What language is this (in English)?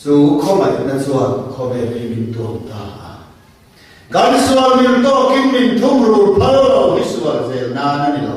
Mizo